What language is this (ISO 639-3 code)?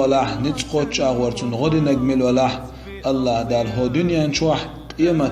che